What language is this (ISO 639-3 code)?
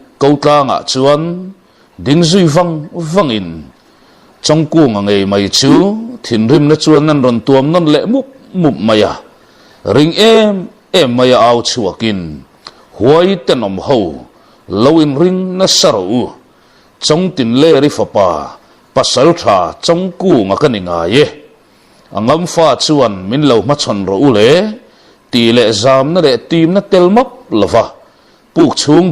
lus